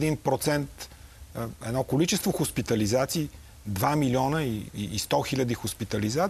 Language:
Bulgarian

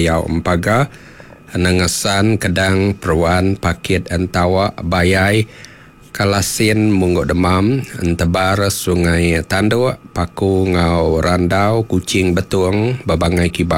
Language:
Iban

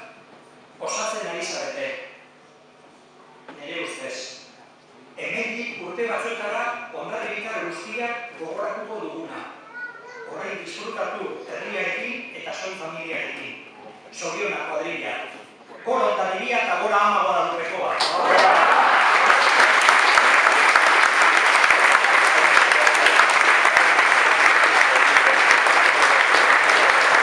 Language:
Basque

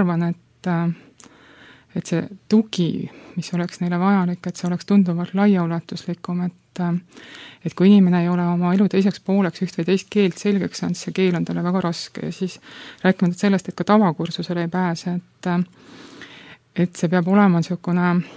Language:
Estonian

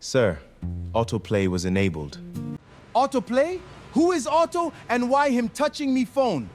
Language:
Jamaican Creole English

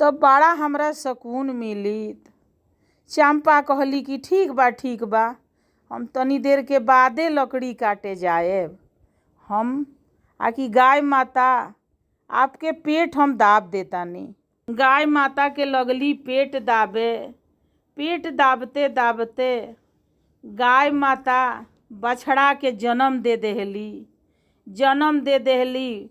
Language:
Bhojpuri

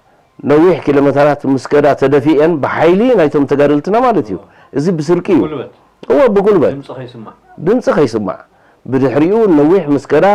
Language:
Tigrinya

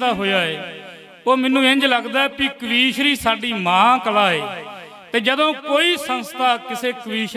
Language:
Punjabi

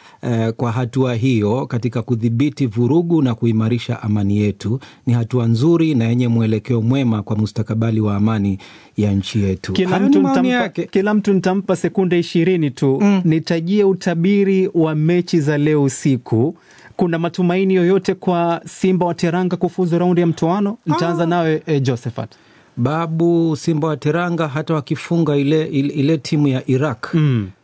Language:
Swahili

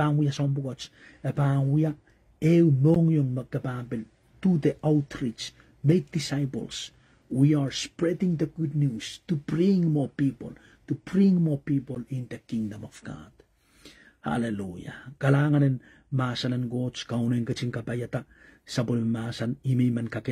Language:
Pohnpeian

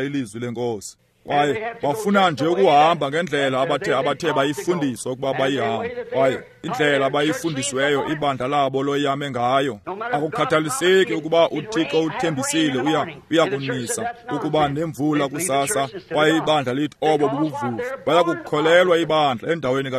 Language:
Xhosa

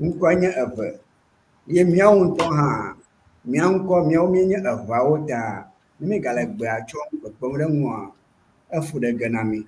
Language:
Ewe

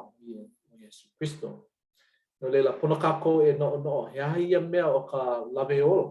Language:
Hawaiian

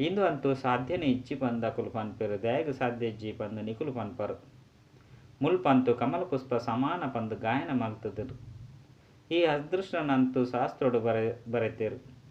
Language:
Tulu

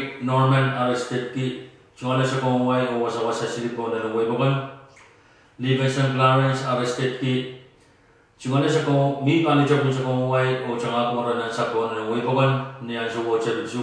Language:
Pohnpeian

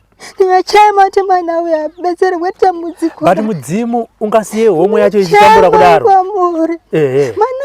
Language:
Shona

